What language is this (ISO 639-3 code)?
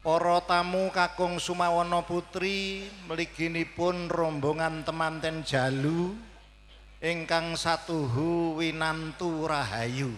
jav